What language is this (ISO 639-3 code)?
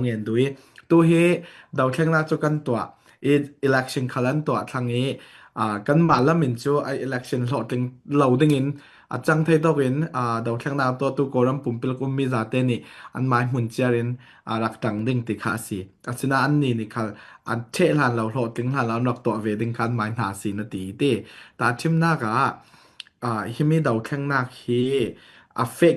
cfm